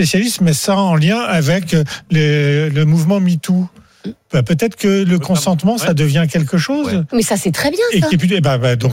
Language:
French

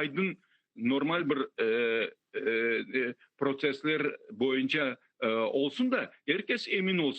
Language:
Crimean Tatar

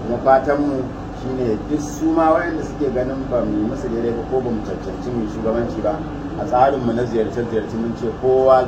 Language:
Hausa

